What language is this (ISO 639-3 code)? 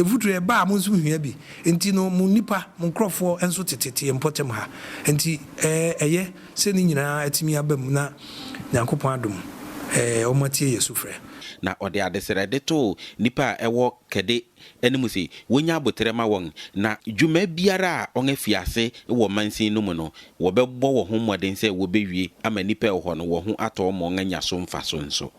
aka